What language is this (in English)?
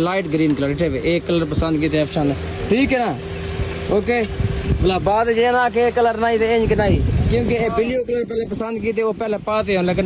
Saraiki